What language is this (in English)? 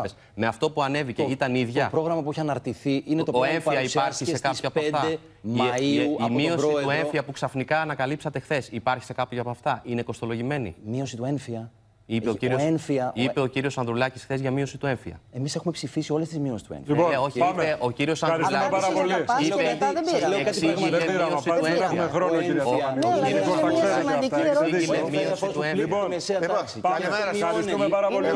Greek